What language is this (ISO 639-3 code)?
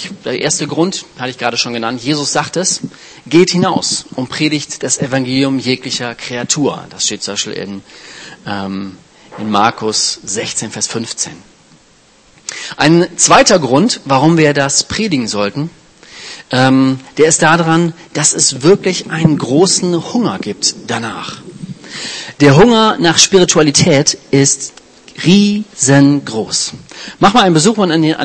deu